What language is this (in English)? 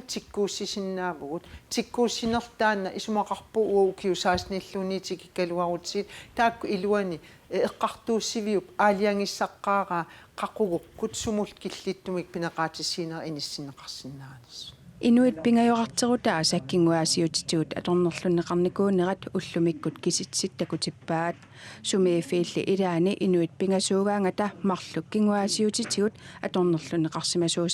Kalaallisut